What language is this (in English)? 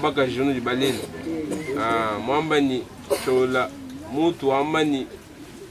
Luba-Lulua